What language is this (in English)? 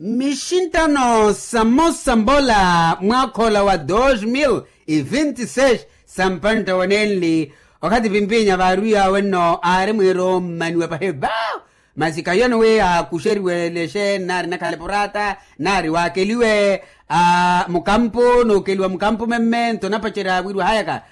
Makhuwa